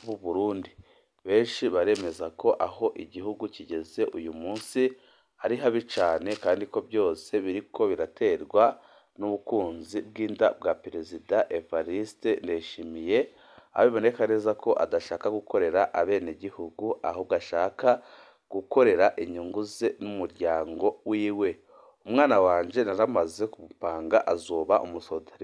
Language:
Rundi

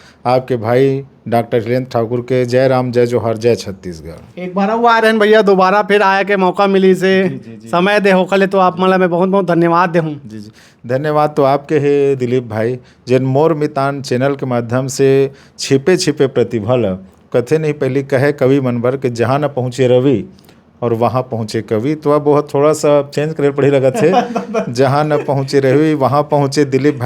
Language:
Chhattisgarhi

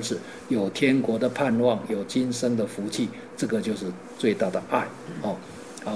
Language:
Chinese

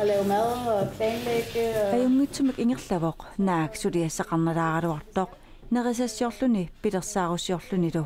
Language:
Kalaallisut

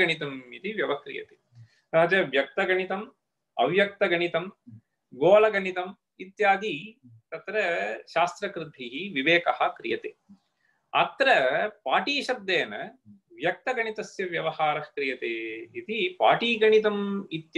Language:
Sanskrit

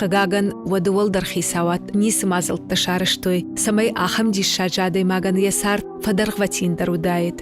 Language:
Ossetic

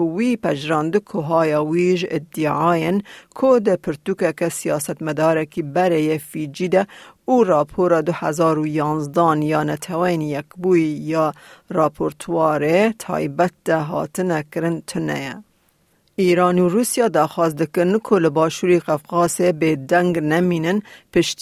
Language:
Kurdish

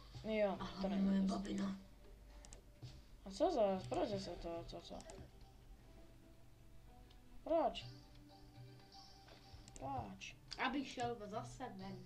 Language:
Czech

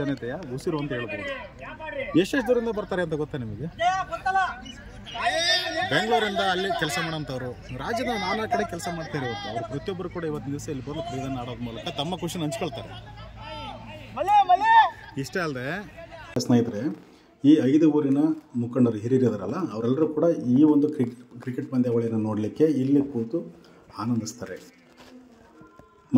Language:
Kannada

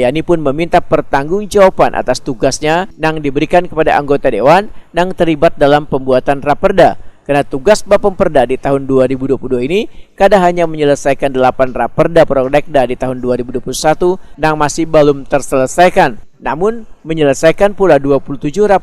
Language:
Banjar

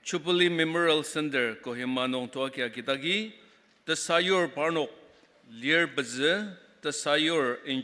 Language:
Ao Naga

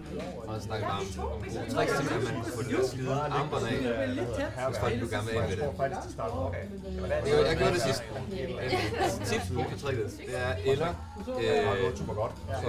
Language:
Danish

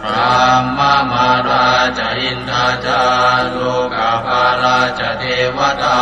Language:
Pali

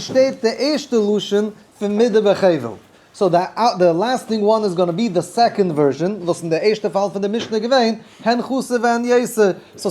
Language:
Yiddish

